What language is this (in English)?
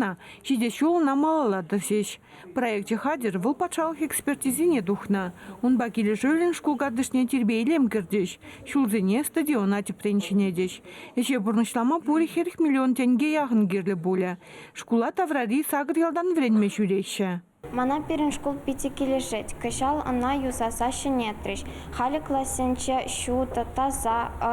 Chuvash